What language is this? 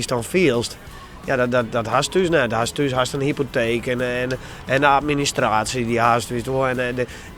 Western Frisian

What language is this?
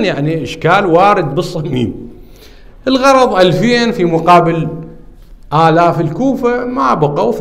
Arabic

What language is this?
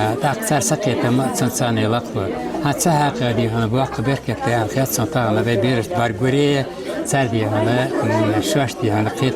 Ingush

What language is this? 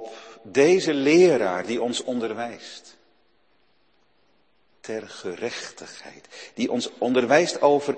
Dutch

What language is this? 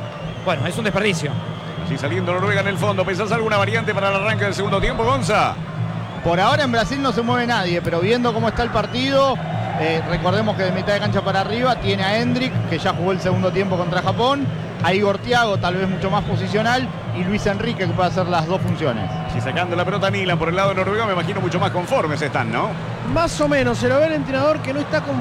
Spanish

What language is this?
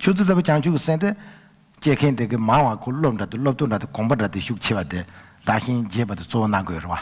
Tibetan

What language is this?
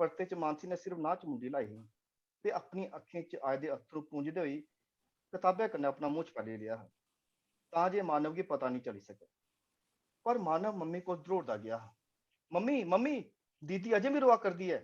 Dogri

